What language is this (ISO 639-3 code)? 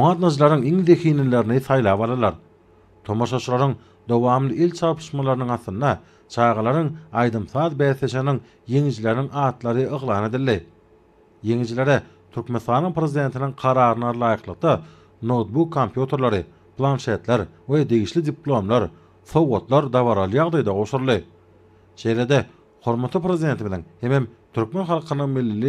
tuk